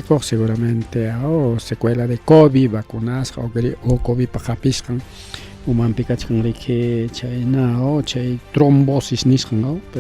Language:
Ayacucho Quechua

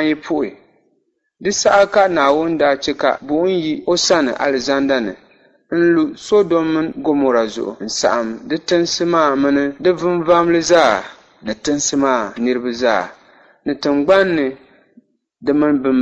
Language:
Dagbani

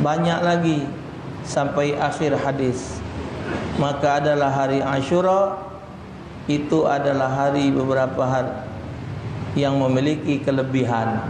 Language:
Musi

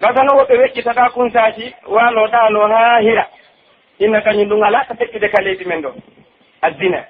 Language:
Pular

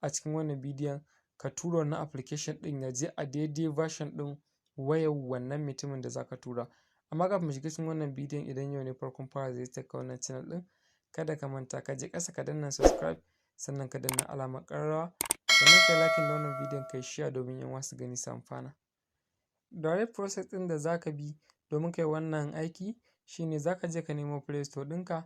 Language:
Hausa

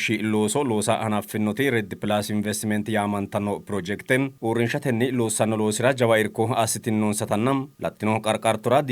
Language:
Sidamo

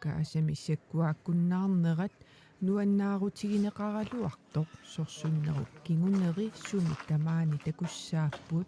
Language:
Kalaallisut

